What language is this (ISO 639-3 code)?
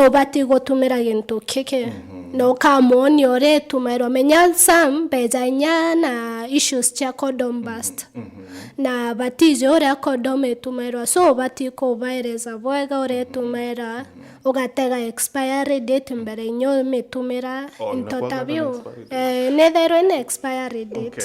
mer